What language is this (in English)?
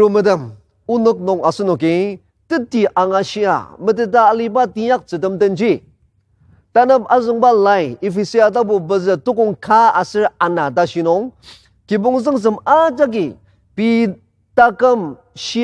Ao Naga